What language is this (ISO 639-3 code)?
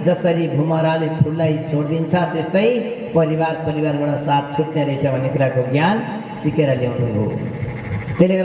nep